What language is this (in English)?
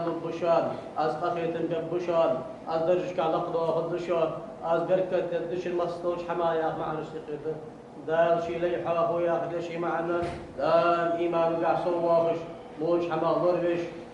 Ingush